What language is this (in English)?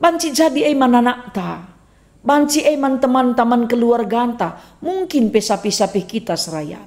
Batak Karo